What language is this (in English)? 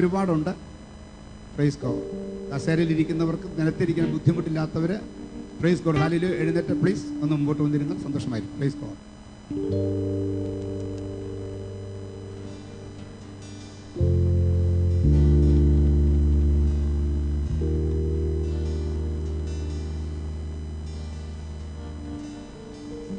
Malayalam